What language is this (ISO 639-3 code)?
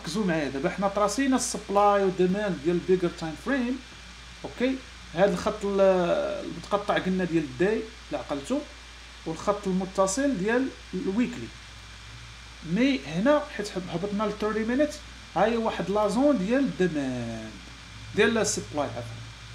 ary